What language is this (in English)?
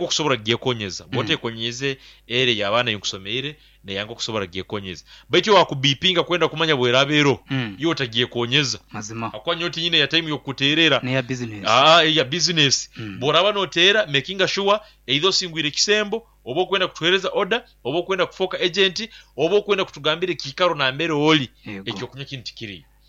Nyoro